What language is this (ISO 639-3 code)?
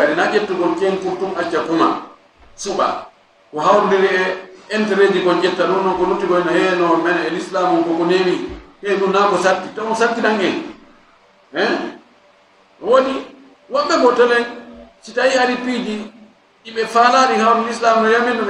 ful